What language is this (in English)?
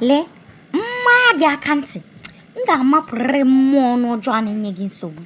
Igbo